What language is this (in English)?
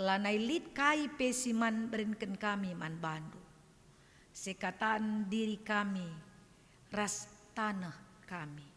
Batak Karo